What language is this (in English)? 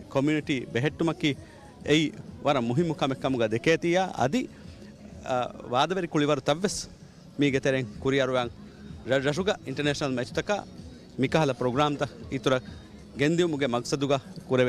Divehi